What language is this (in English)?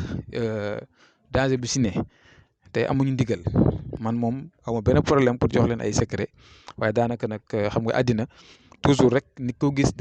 Wolof